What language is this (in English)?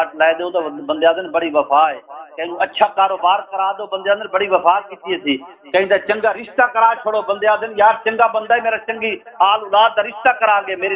Saraiki